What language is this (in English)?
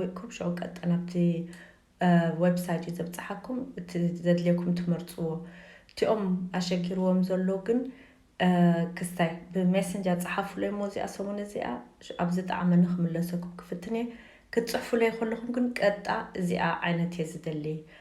Tigrinya